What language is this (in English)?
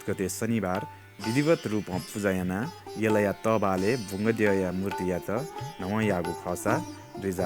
Newari